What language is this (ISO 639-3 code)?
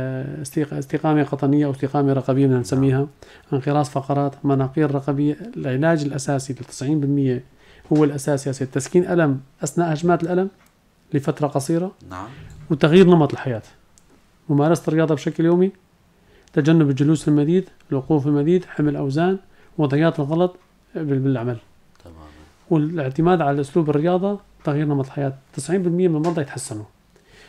apc